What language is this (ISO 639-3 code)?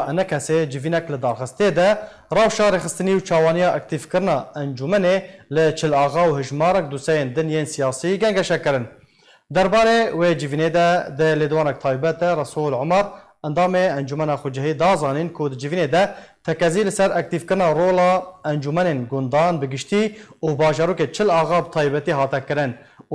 kur